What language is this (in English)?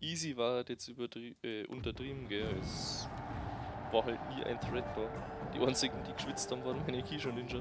Bavarian